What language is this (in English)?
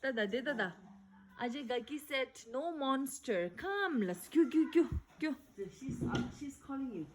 Tibetan